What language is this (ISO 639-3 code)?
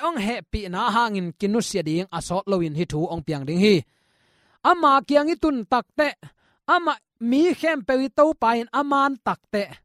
ctd